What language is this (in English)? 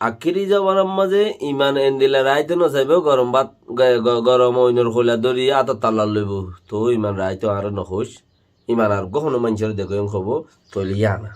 Rohingya